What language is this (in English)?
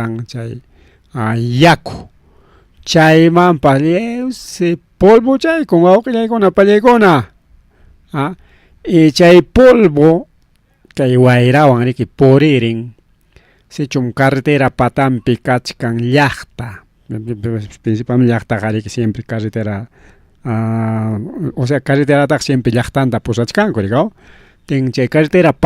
Ayacucho Quechua